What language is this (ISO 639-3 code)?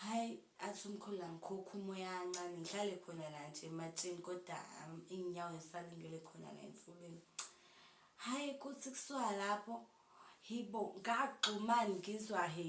zul